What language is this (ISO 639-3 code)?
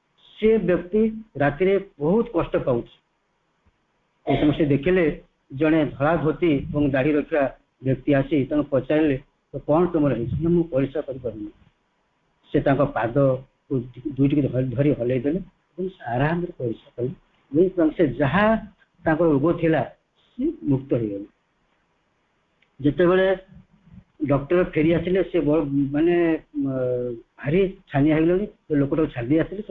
ori